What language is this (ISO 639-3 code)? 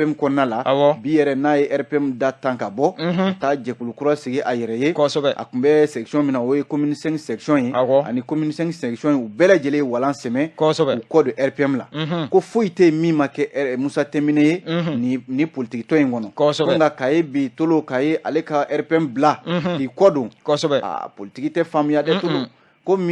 bam